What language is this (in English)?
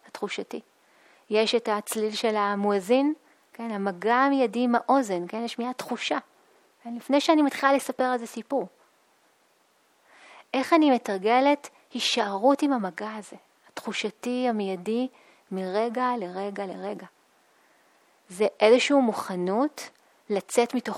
Hebrew